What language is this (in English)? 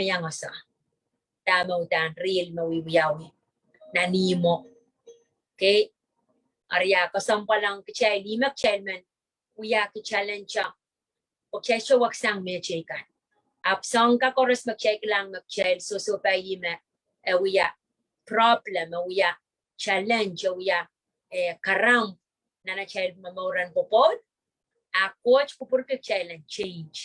Pohnpeian